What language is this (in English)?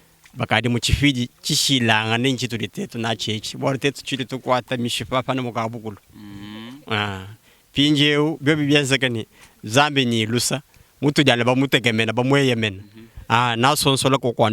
Luba-Lulua